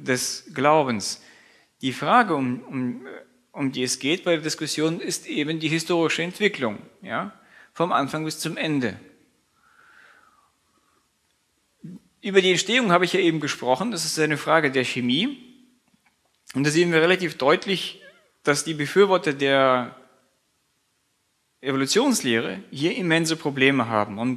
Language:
German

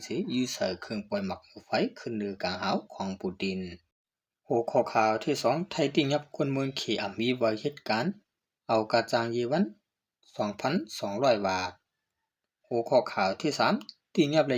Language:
Shan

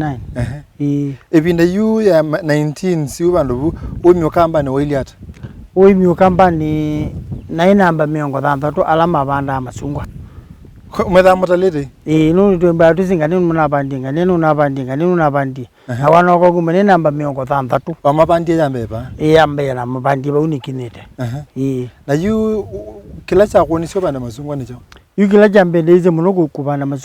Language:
Kamba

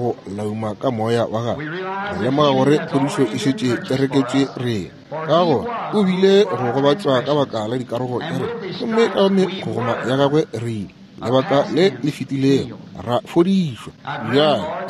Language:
Northern Sotho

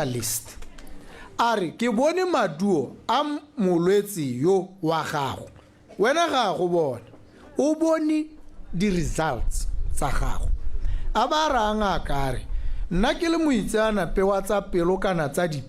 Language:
Tswana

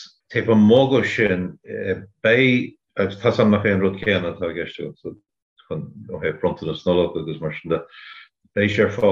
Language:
Irish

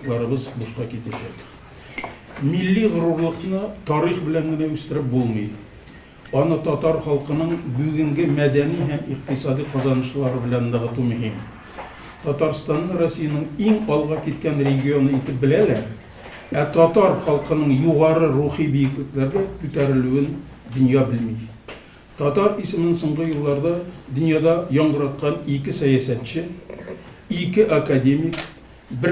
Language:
Tatar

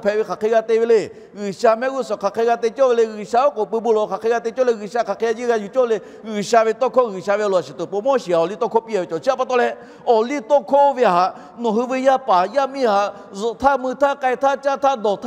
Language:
Lahu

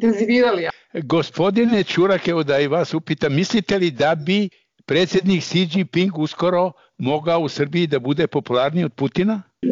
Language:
Bosnian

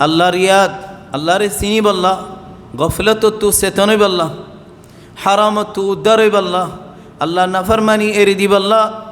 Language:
Rohingya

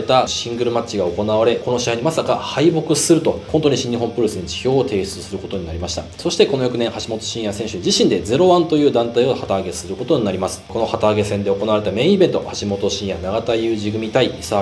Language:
Japanese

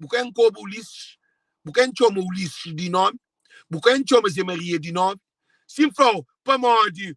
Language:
Kabuverdianu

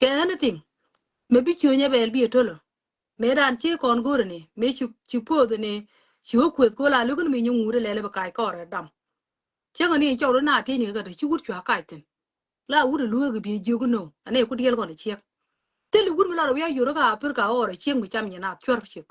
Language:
Nuer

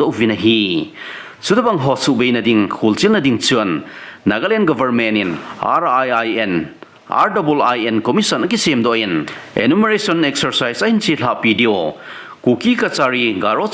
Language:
Thado Chin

